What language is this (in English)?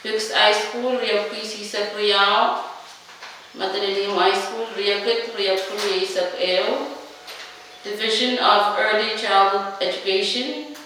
Pohnpeian